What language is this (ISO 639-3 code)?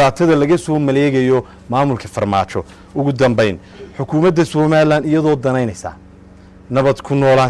som